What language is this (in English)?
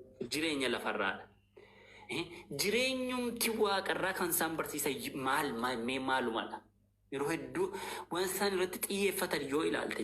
Oromo